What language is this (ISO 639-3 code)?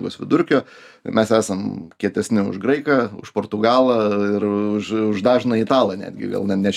lit